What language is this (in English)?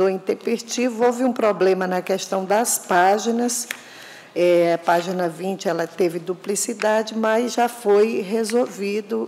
Portuguese